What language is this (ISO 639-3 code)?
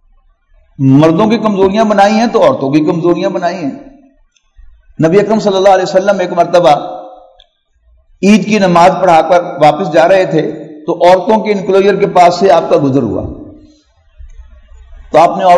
urd